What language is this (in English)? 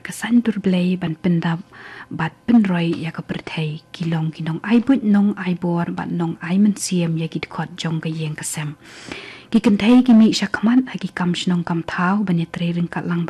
Khasi